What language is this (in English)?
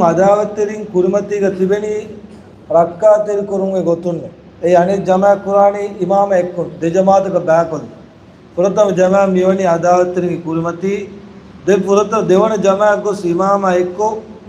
Divehi